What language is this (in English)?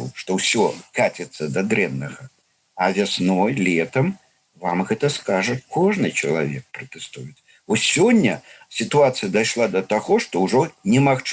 Belarusian